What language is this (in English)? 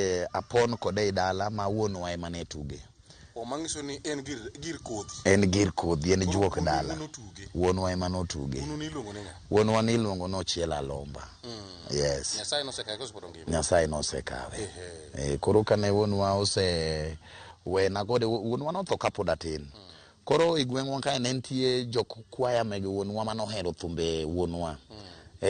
Luo (Kenya and Tanzania)